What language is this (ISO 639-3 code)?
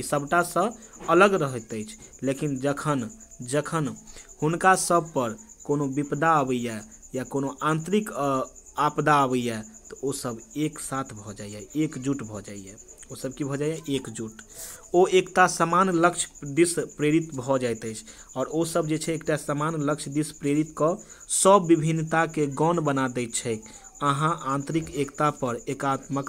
mai